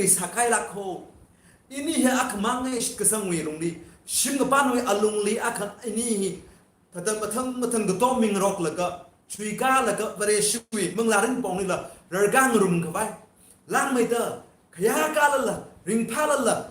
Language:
Tangkhul Naga (India)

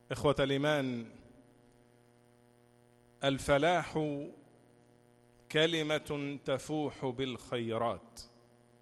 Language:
Arabic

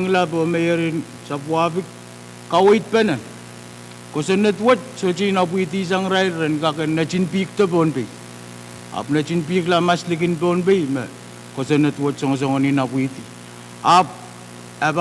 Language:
Pohnpeian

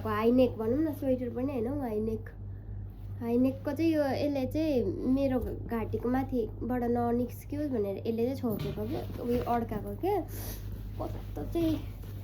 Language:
Nepali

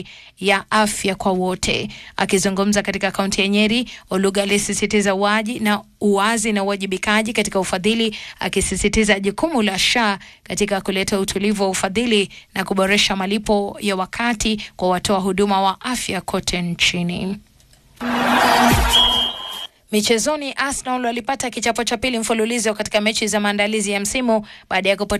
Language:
Swahili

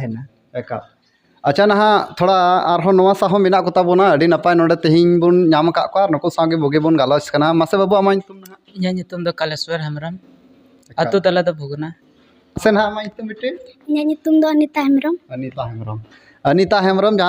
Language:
Santali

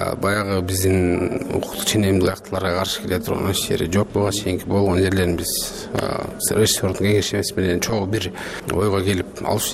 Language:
Kyrgyz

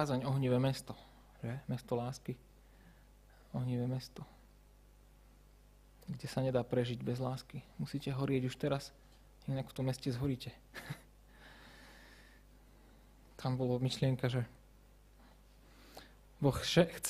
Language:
Slovak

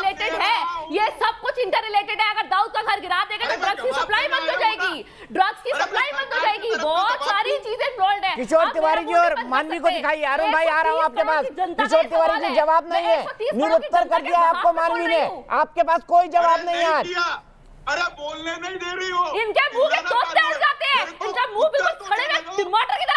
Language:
Hindi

